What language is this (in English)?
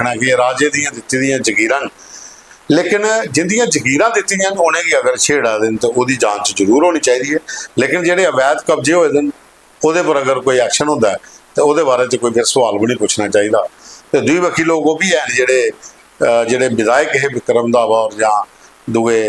Dogri